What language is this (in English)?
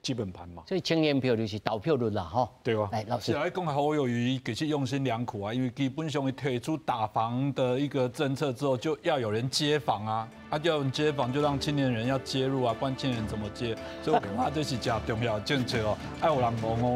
Min Nan Chinese